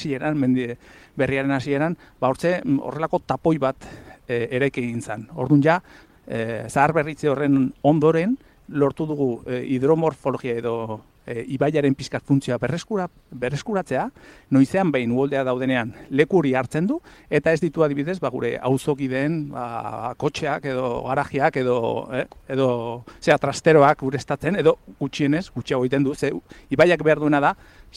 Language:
Basque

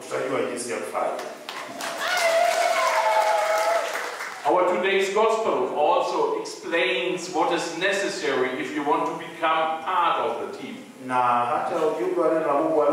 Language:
Swahili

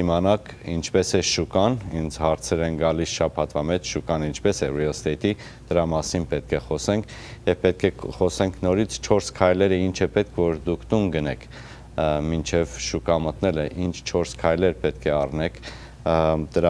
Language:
Armenian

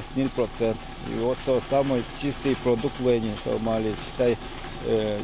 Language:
Udmurt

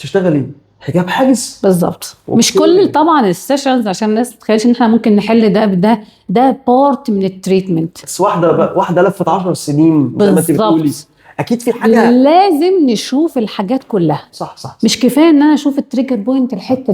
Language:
Egyptian Arabic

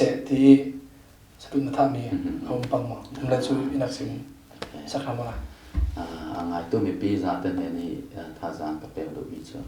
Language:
Falam Chin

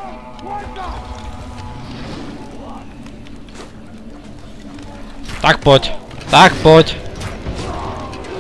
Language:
Slovak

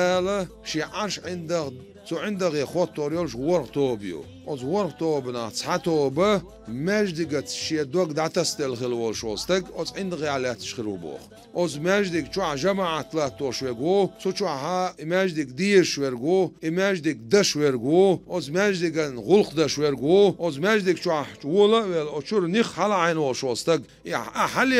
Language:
Chechen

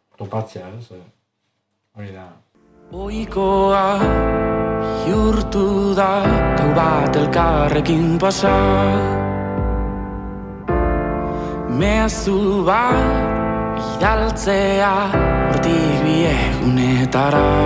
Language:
Basque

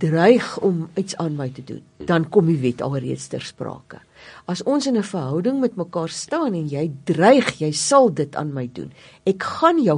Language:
Afrikaans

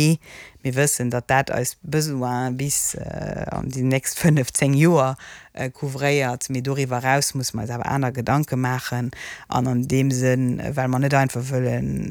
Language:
Luxembourgish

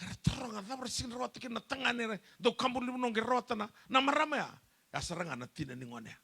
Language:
Fijian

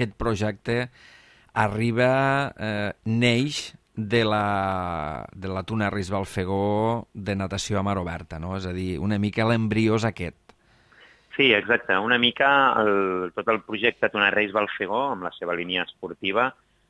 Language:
Catalan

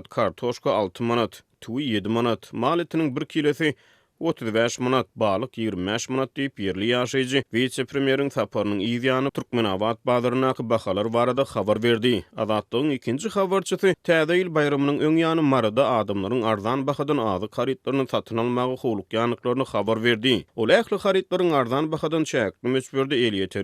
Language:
Turkmen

